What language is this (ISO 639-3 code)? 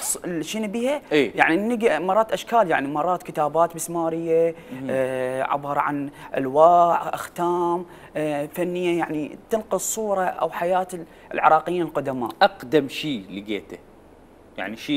acm